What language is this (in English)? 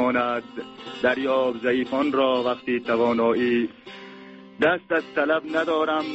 Persian